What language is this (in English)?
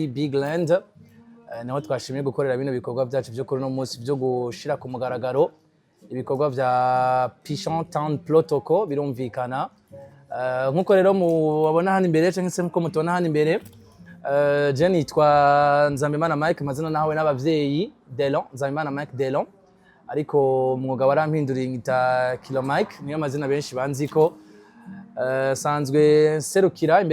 Rundi